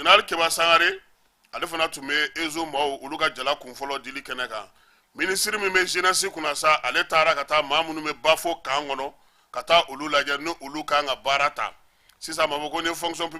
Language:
Bambara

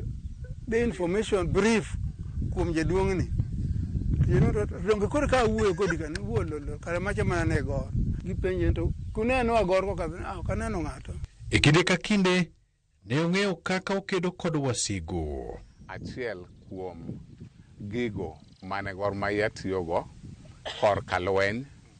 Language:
Luo (Kenya and Tanzania)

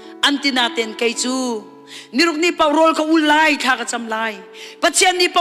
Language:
Hakha Chin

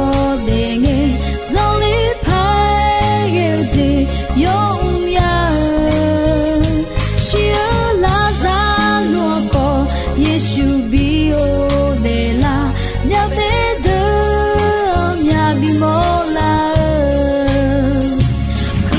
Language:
Akha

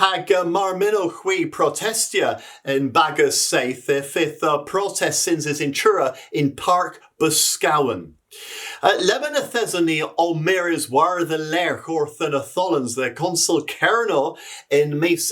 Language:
Cornish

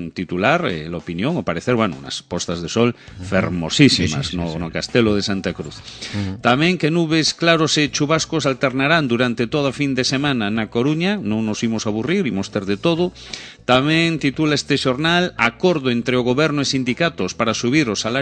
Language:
Galician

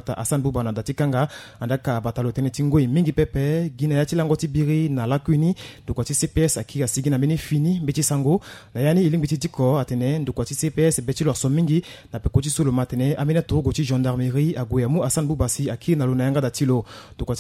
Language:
Sango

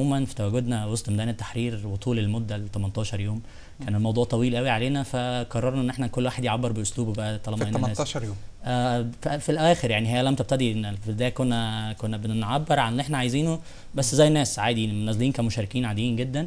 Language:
Egyptian Arabic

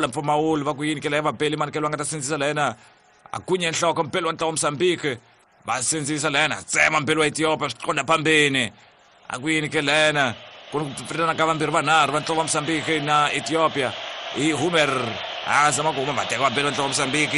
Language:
Tsonga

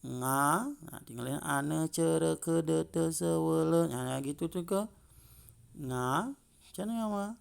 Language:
Balinese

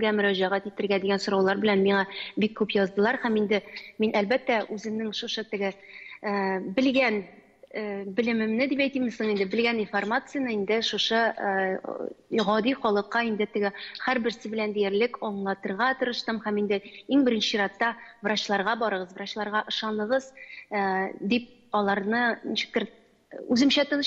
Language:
Tatar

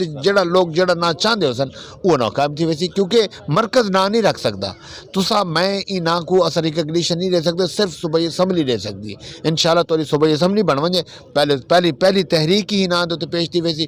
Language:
Saraiki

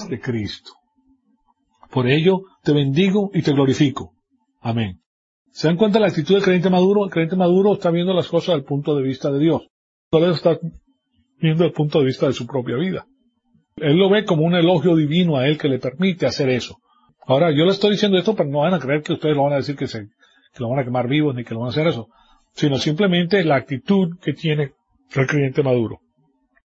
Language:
Spanish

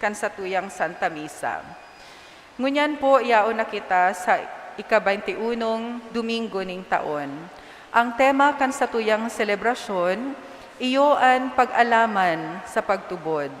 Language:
Bikol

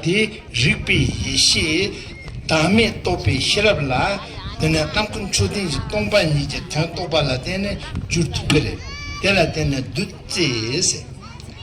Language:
Tibetan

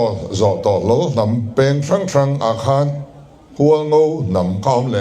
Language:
Mizo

